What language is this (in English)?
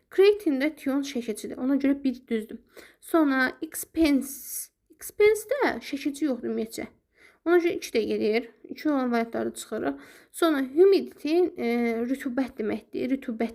Azerbaijani